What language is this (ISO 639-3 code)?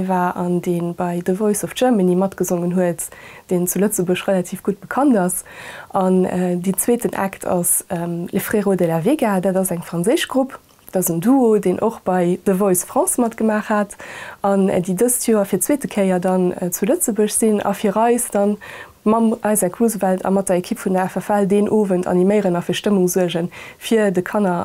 ltz